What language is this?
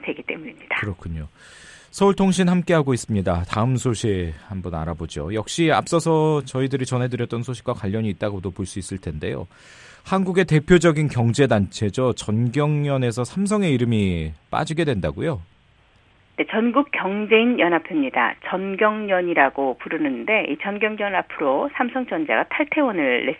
Korean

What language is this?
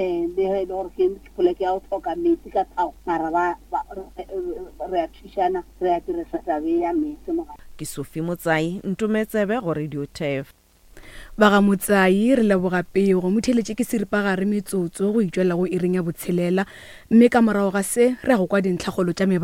Northern Sotho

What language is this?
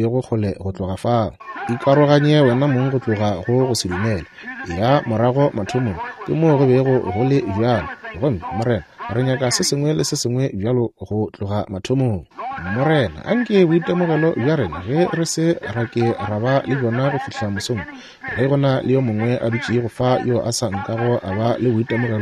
Northern Sotho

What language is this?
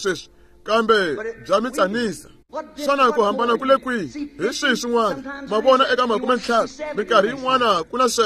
Tsonga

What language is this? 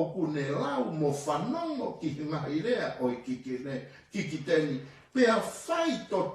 Tongan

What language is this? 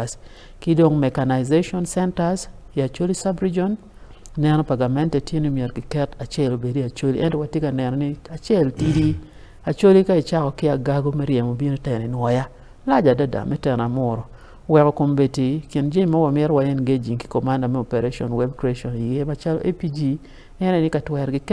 Acoli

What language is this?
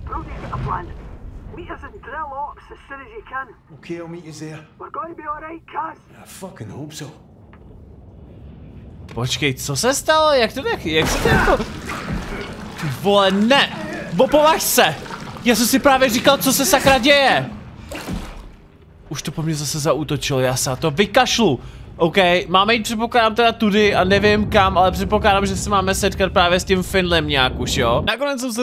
Czech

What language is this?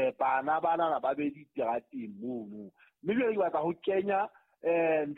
Southern Sotho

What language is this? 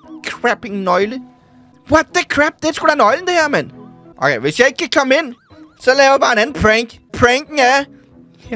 Danish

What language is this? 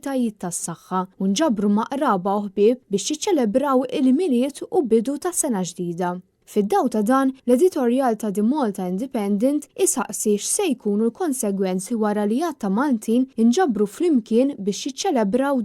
Maltese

